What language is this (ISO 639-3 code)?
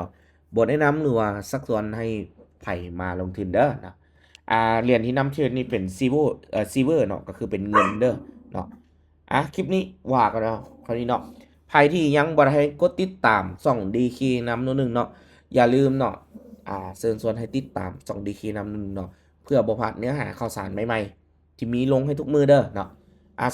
lao